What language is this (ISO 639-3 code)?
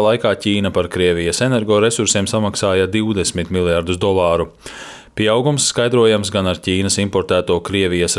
lav